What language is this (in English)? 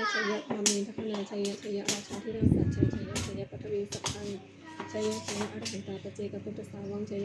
Pali